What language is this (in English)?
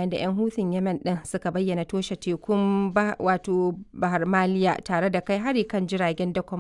Hausa